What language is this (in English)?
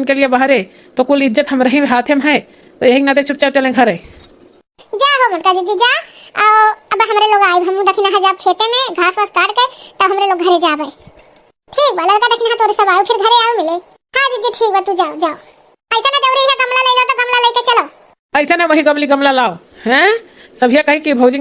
Awadhi